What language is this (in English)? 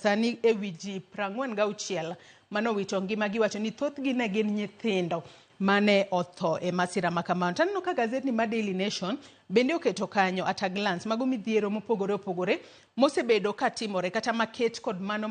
Luo (Kenya and Tanzania)